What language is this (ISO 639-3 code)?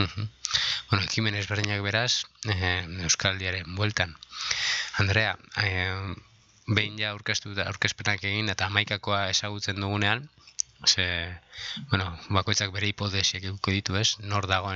eus